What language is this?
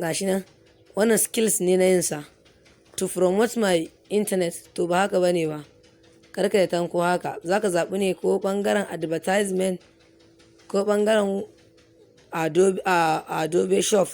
Hausa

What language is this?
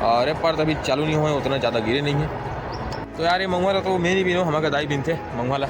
Chhattisgarhi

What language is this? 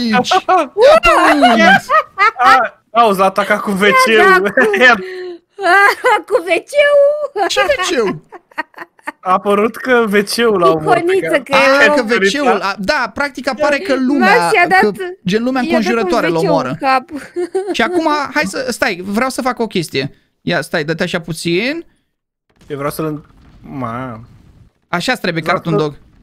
Romanian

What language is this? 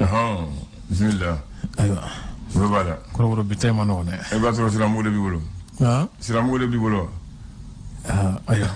Bambara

